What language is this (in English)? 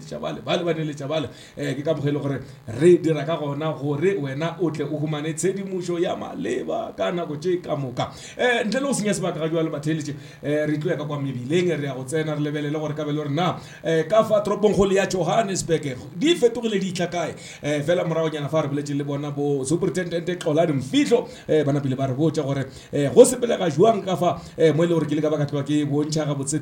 Northern Sotho